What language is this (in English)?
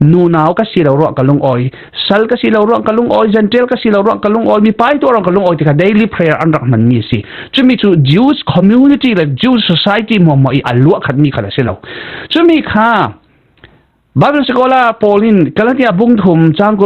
Falam Chin